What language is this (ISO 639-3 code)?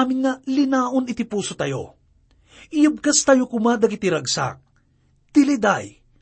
ilo